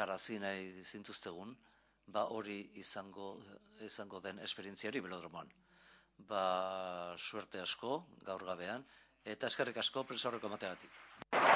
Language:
Basque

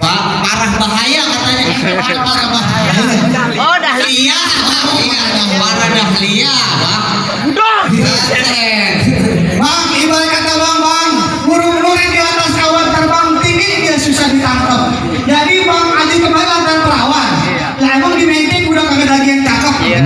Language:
Betawi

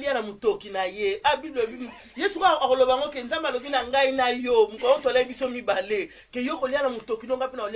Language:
Lingala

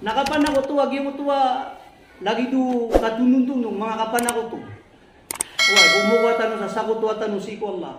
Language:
Maranao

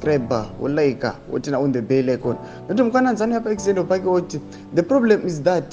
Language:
Shona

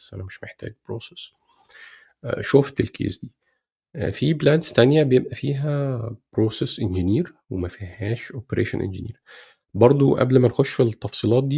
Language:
Egyptian Arabic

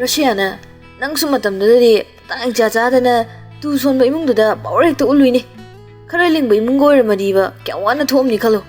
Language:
Manipuri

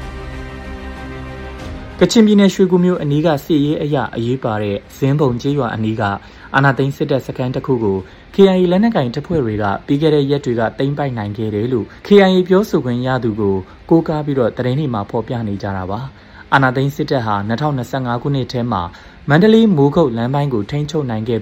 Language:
Burmese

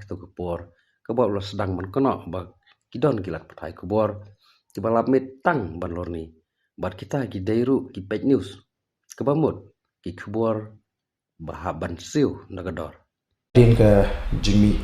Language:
Khasi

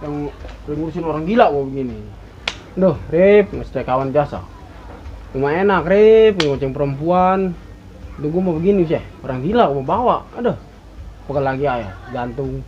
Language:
Betawi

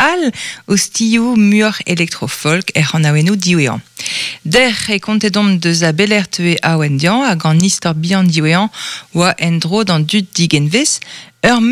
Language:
Breton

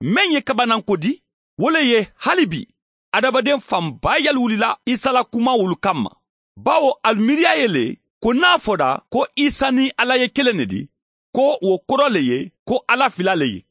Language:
Mandingo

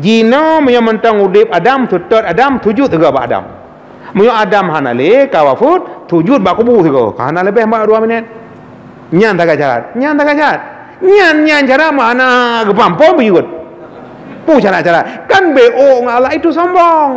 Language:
Achinese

